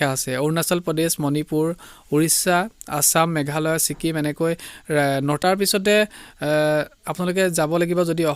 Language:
Assamese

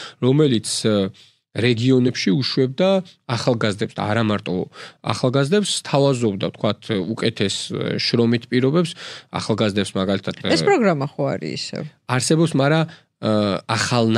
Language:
Georgian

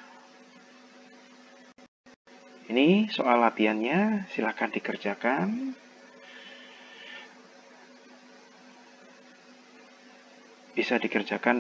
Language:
Indonesian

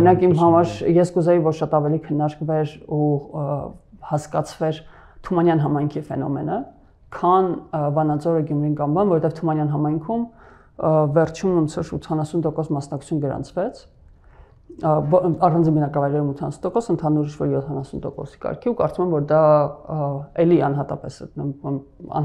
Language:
Armenian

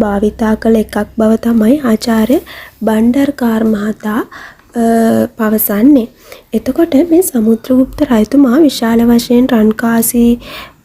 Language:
Sinhala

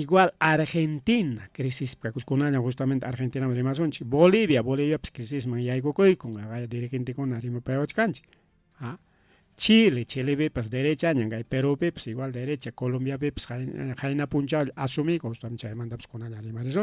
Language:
Ayacucho Quechua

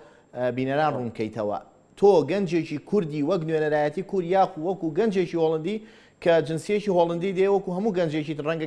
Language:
Central Kurdish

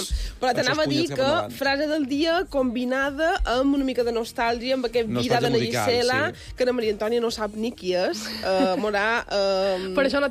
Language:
Catalan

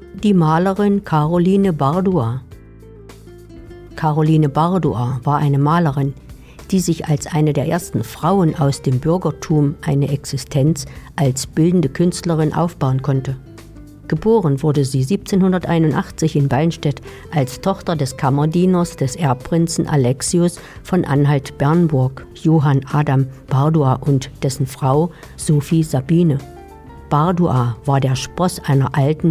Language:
German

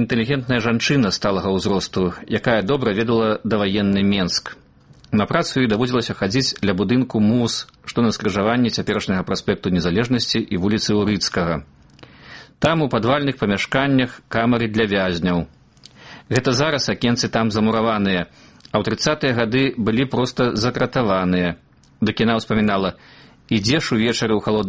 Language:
Belarusian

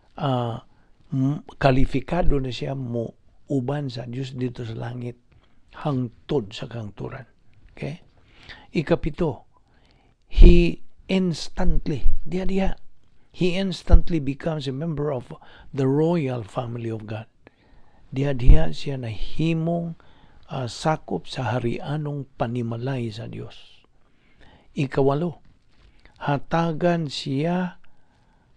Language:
Cebuano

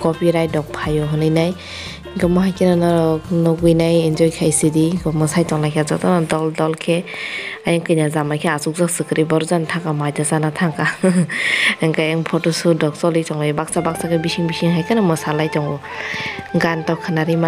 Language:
Kok Borok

